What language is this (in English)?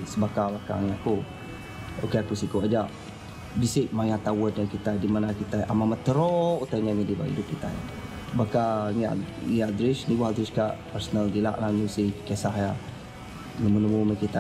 Iban